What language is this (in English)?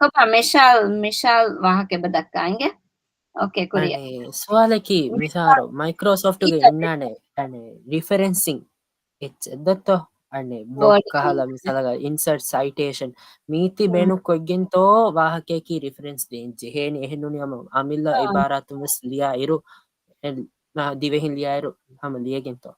Divehi